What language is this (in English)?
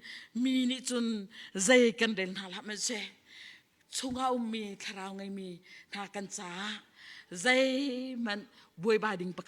Hakha Chin